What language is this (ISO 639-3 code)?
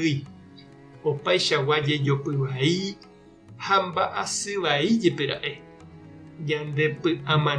grn